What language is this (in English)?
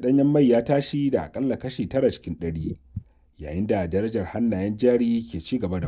Hausa